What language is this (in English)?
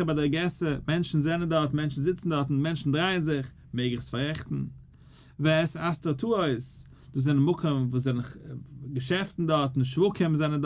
Yiddish